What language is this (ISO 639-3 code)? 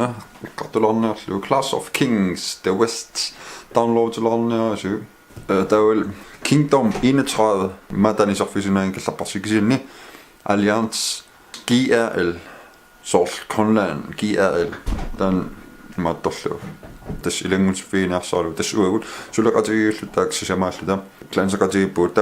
kal